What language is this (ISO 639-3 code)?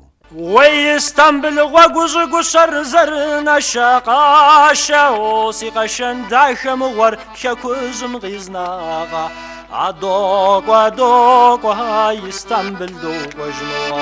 kbd